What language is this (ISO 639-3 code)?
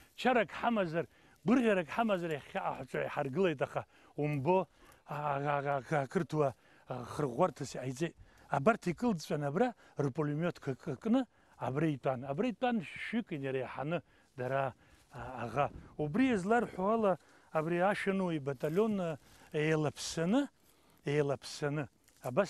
abk